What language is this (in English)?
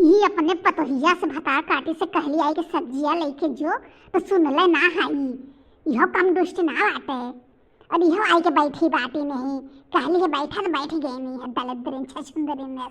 Bhojpuri